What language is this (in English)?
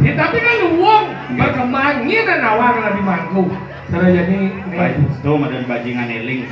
Balinese